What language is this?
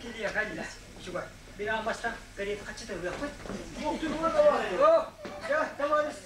Yakut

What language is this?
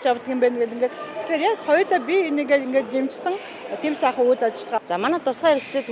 Mongolian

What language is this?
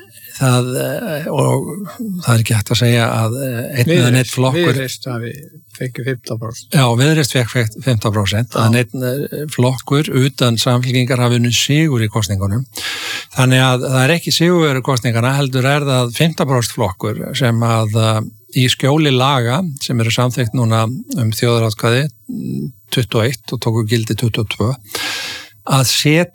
Icelandic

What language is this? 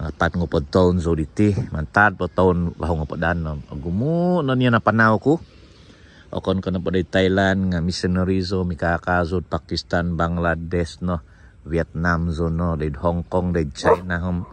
Central Dusun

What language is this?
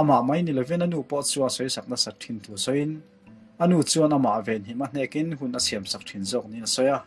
Mizo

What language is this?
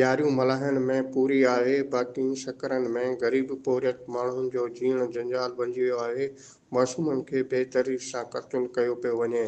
Sindhi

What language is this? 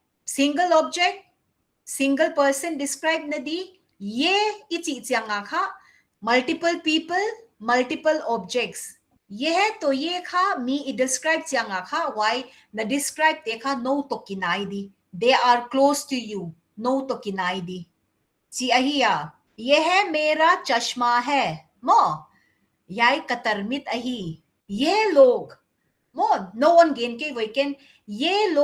Paite Chin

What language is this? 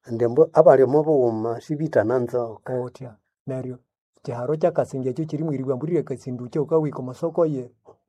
Nande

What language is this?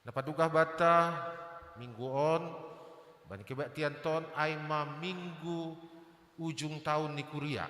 Batak Simalungun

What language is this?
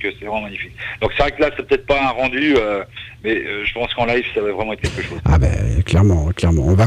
French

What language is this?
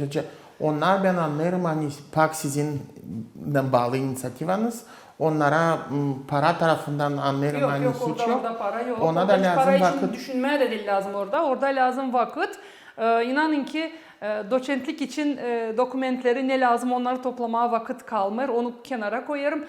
Gagauz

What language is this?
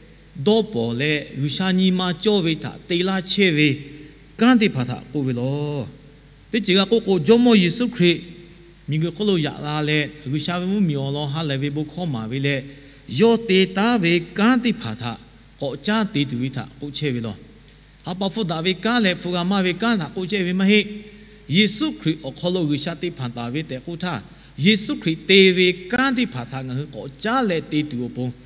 Lahu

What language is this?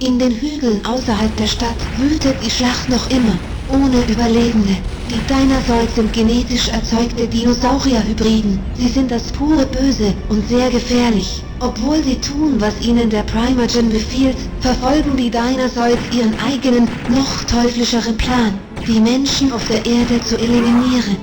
Bavarian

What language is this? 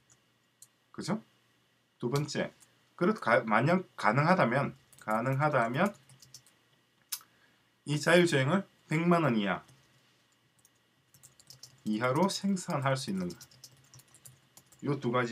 Korean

